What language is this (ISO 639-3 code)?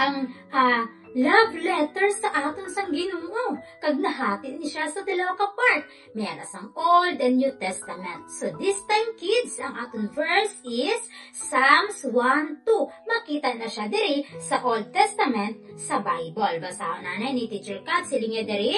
hil